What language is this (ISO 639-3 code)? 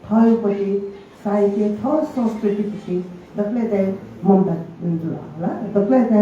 new